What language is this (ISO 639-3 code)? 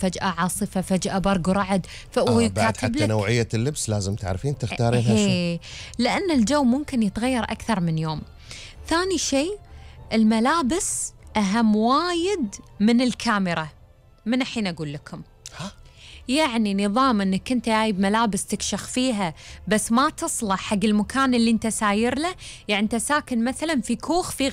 afb